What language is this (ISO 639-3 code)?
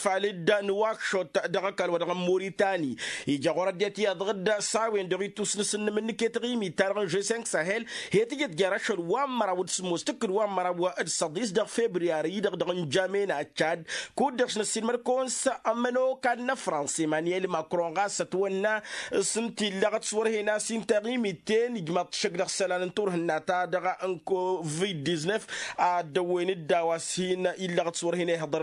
taq